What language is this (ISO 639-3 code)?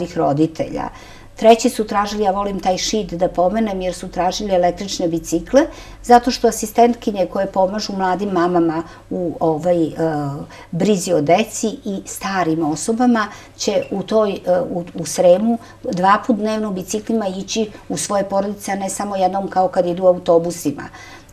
srp